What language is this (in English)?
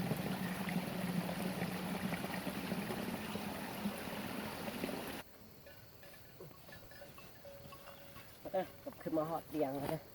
Lao